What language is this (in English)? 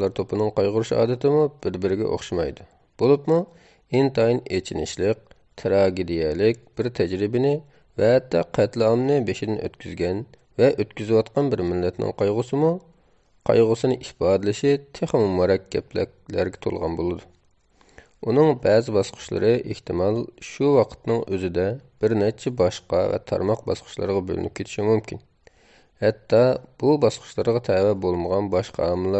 Uyghur